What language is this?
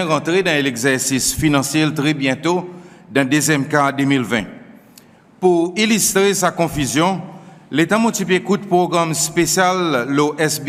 Seselwa Creole French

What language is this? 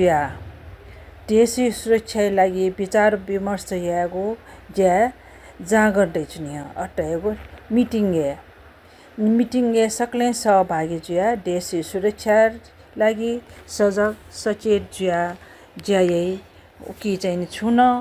Newari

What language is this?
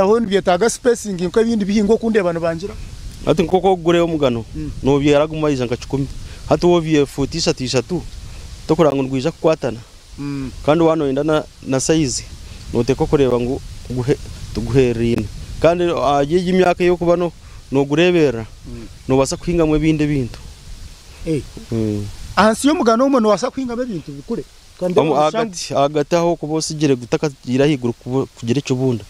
Nyankole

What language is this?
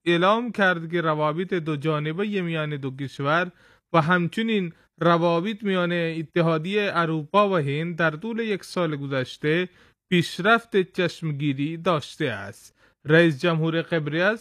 Persian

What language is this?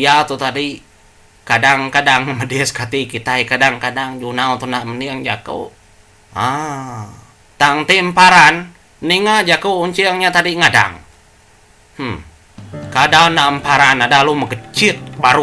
Iban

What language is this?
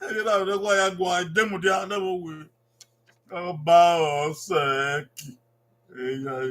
Bini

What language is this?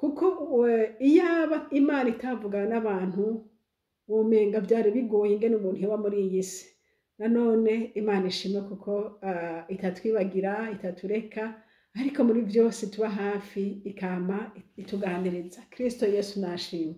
Rundi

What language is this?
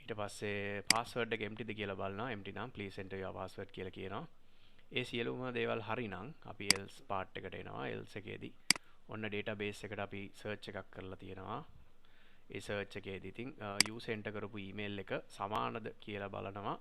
Sinhala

